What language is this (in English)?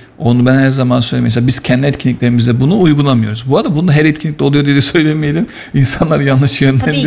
Turkish